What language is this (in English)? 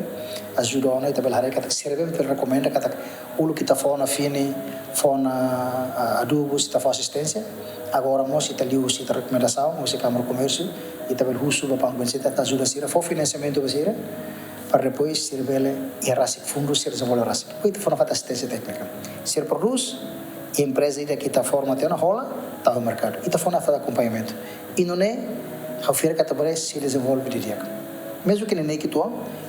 Tetum